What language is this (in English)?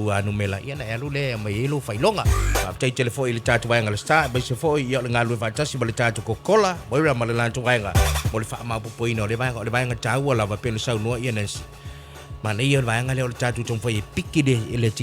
Samoan